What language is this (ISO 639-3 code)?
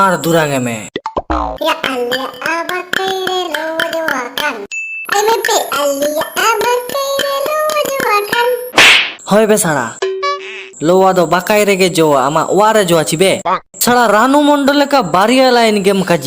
sat